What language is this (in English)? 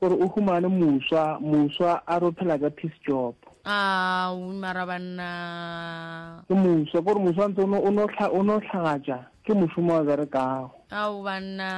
Northern Sotho